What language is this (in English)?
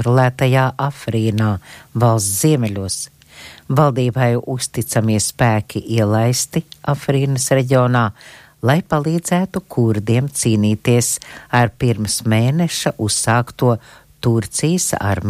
Latvian